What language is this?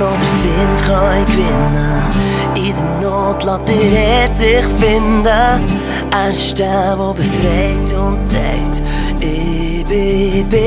Swiss German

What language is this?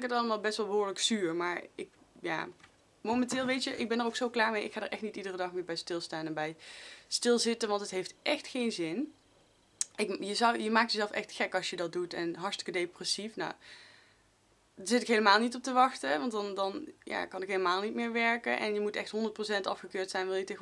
Dutch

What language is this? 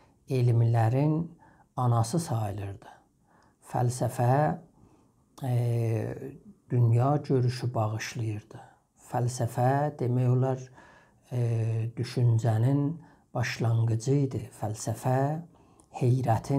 South Azerbaijani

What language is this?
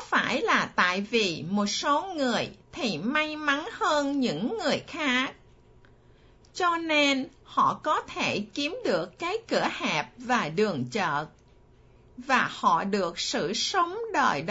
Vietnamese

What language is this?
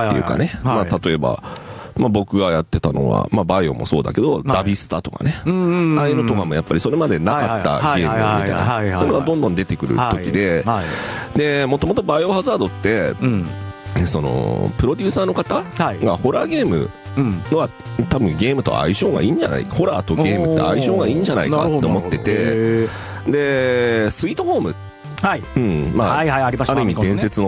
Japanese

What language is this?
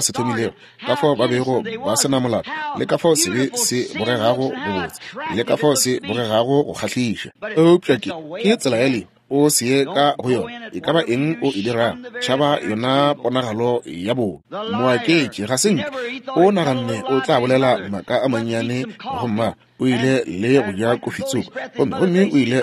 Northern Sotho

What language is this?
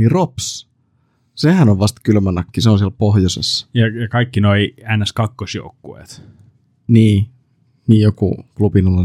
Finnish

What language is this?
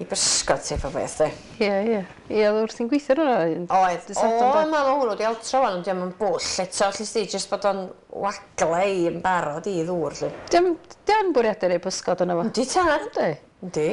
Welsh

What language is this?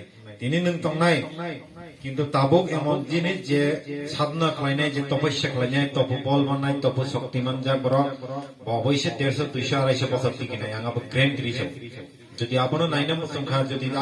Kok Borok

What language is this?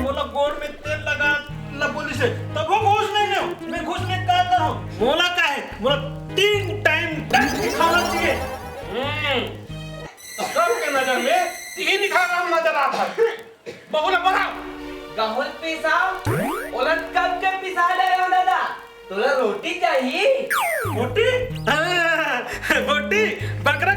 Chhattisgarhi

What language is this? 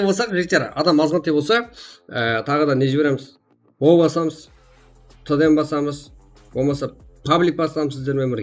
Kara-Kalpak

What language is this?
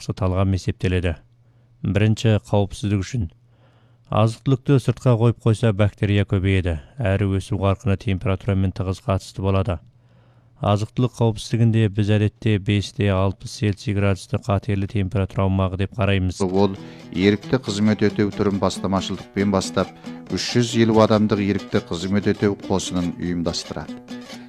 Kazakh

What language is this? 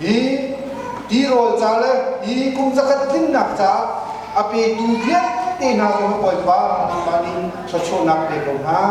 Hakha Chin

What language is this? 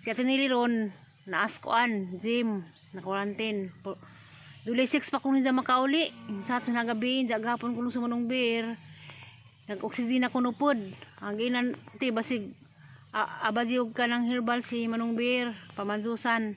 Cebuano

